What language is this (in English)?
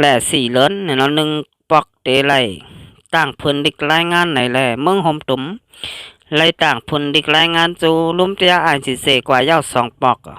Shan